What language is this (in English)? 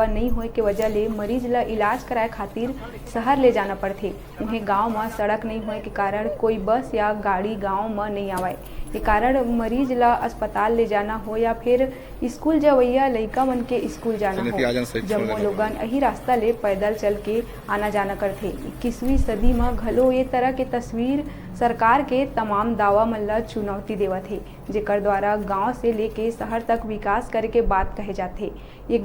Chhattisgarhi